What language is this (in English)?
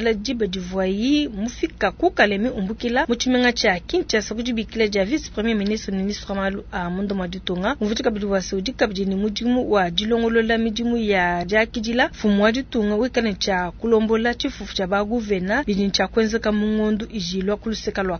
Luba-Lulua